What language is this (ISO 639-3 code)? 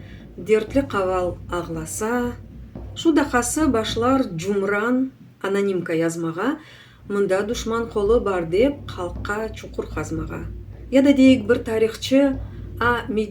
crh